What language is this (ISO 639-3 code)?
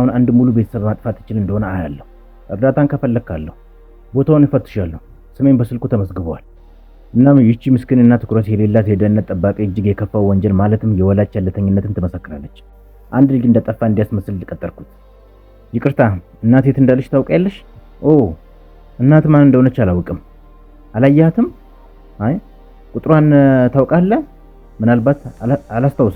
amh